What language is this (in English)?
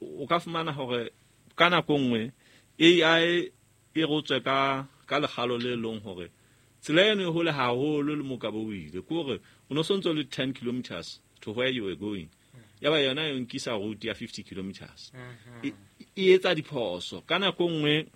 Southern Sotho